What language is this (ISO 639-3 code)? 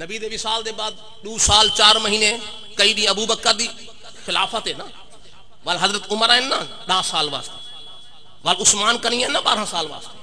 skr